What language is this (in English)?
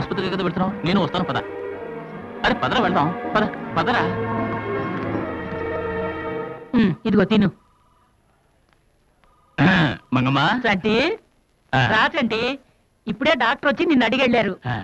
Telugu